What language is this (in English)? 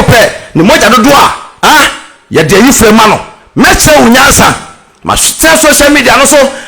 Akan